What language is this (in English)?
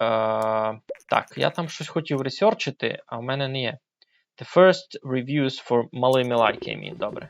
Rusyn